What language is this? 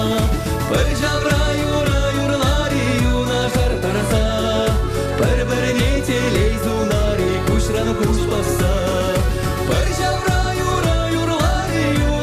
Chuvash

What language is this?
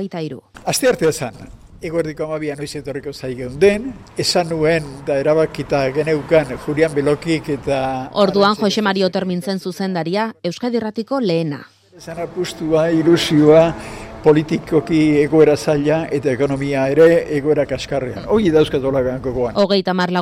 Basque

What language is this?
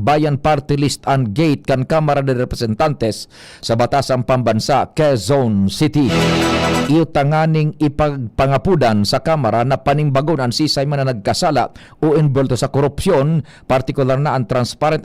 Bikol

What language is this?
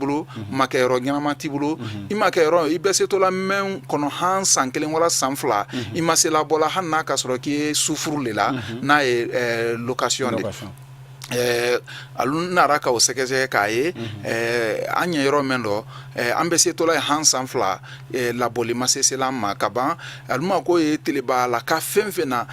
Bambara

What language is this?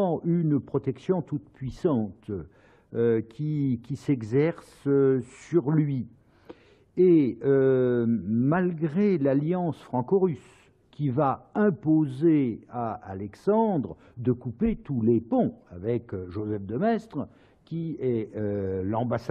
French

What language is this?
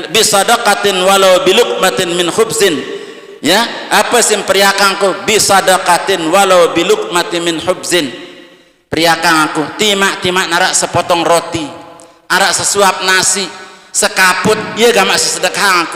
Sasak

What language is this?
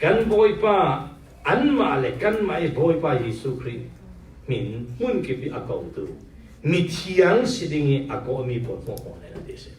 Falam Chin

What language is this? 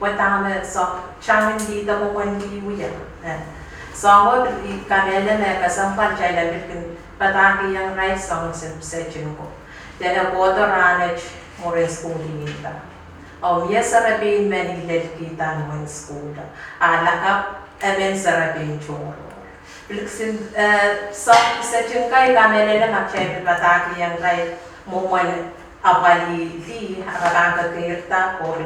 Pohnpeian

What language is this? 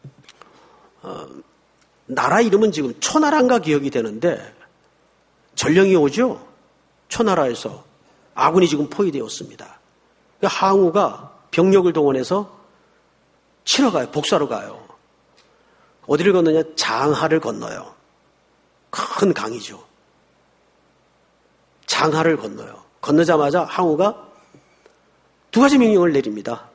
Korean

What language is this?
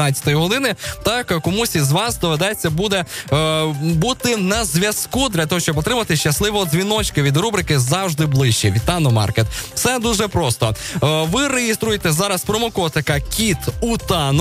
Ukrainian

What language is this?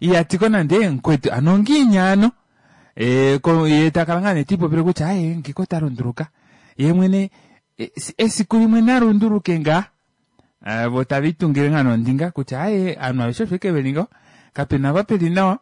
Kuanyama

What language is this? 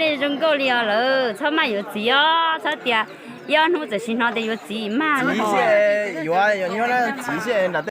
Hmong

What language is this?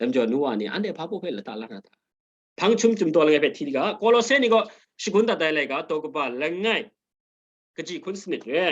Kachin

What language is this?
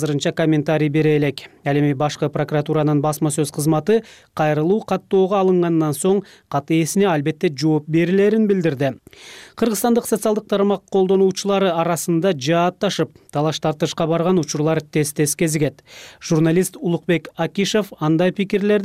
Kyrgyz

